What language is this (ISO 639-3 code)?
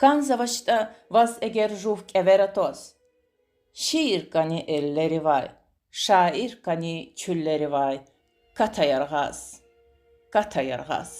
lez